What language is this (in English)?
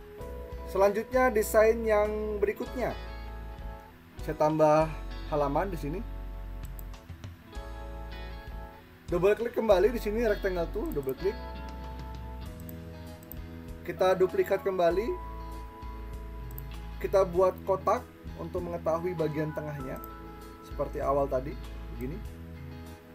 Indonesian